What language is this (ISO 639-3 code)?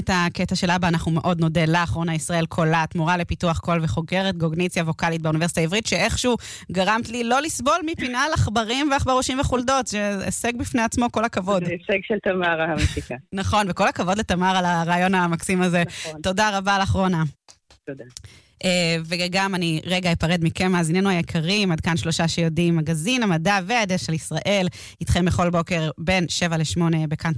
heb